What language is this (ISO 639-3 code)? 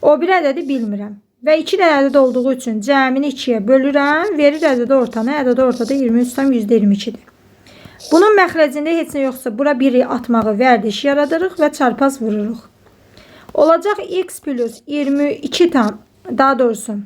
aze